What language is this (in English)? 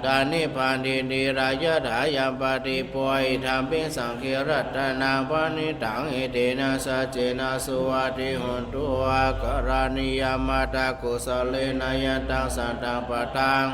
Pali